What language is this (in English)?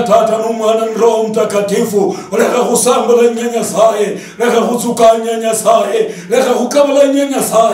Luyia